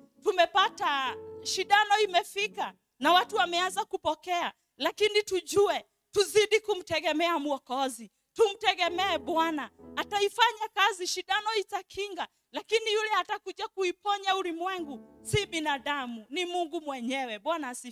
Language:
Swahili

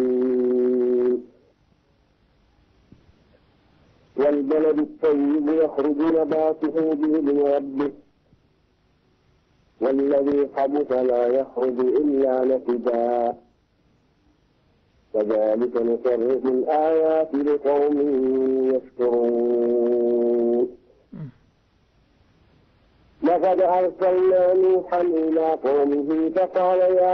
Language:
Arabic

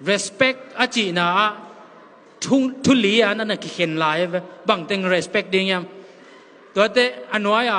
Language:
Tedim Chin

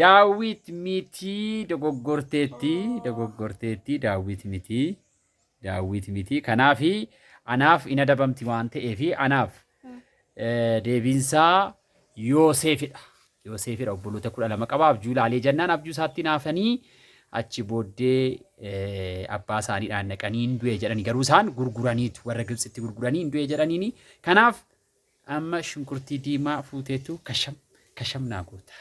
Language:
Oromo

